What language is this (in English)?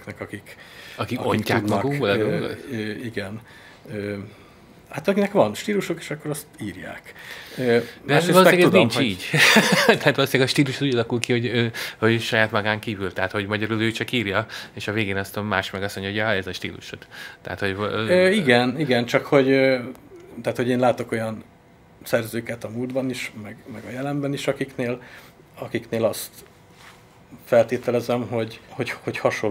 Hungarian